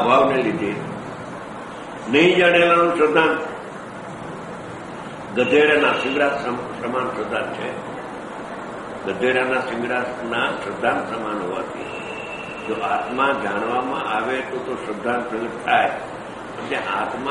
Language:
Gujarati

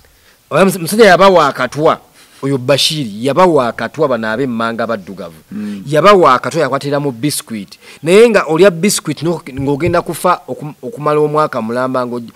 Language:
Ganda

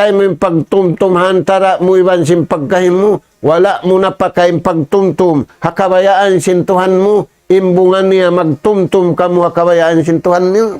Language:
Tausug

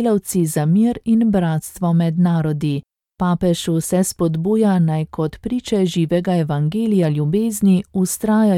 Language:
Slovenian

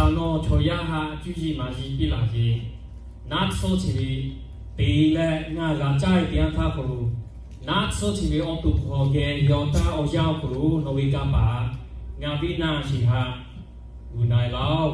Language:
Lahu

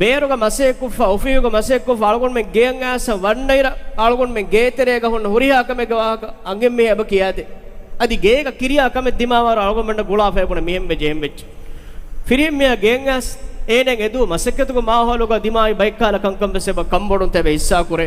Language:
Divehi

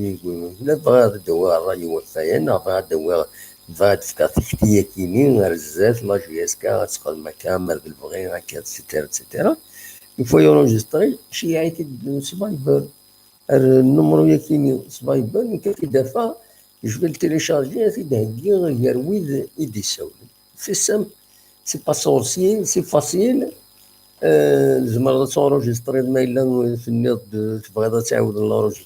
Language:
Kabyle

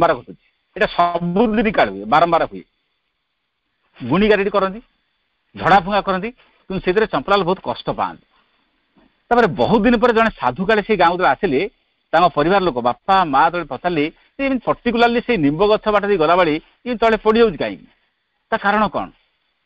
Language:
Odia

